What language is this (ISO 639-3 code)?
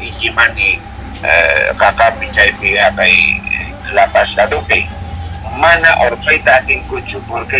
que